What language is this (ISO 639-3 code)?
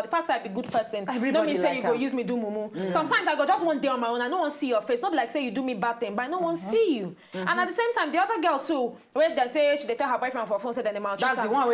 pcm